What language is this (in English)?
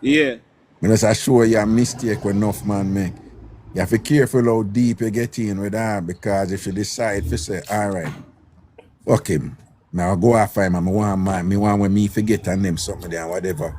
Jamaican Creole English